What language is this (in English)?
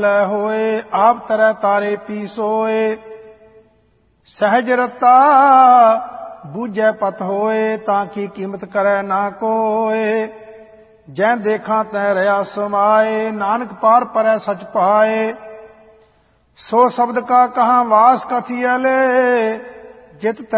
Punjabi